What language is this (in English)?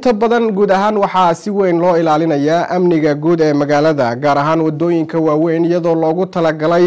Somali